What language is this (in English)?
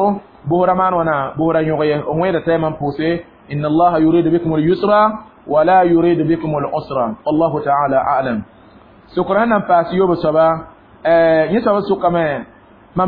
Mossi